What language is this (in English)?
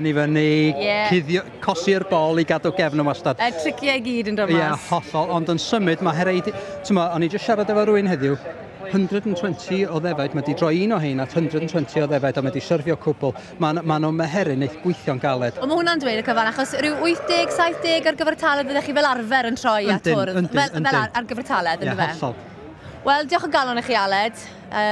Welsh